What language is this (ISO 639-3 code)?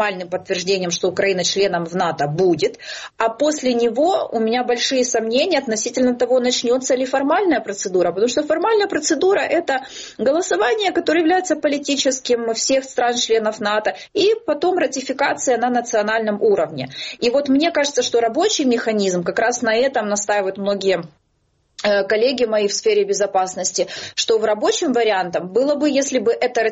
rus